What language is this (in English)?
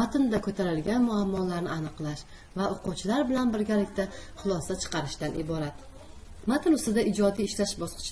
Uzbek